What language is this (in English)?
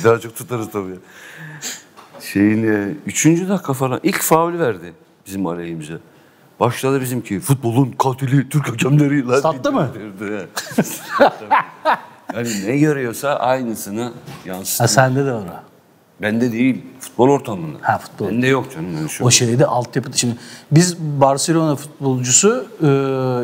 Turkish